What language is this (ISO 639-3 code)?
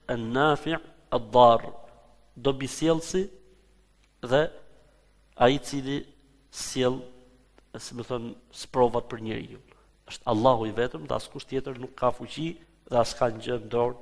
sqi